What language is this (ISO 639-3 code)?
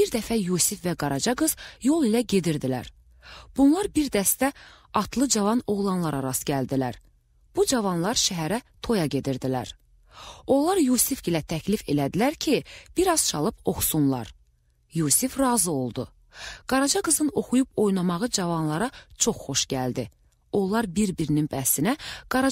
aze